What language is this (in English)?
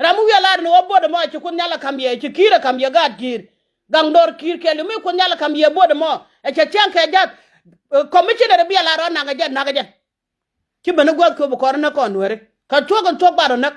Nuer